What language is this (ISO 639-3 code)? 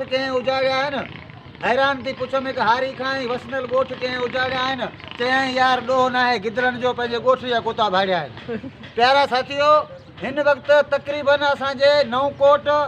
snd